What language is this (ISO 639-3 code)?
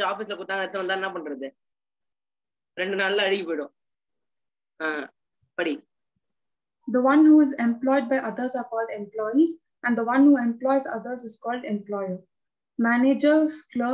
tam